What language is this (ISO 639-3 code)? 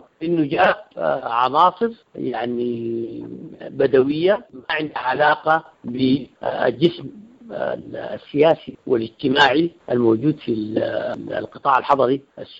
apd